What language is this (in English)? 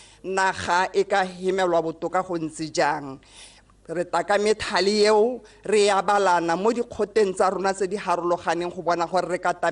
Tswana